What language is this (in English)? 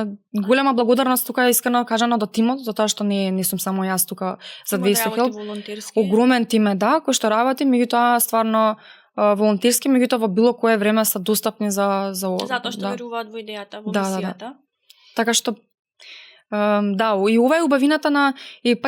Macedonian